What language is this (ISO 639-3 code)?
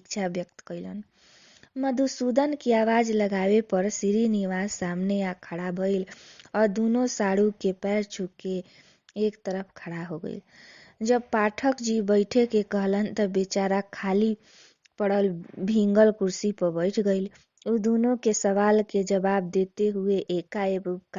bho